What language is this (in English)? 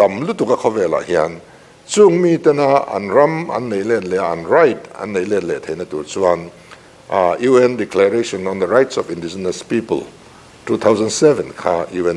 Mizo